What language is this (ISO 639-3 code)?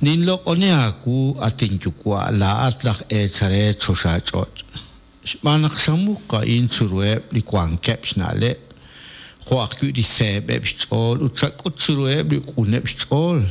kek